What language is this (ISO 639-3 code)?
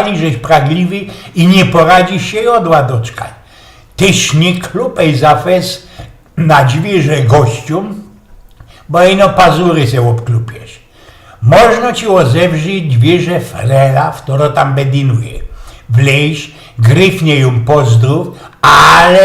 szl